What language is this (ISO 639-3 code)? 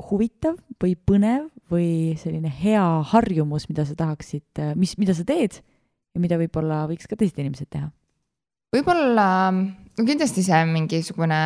est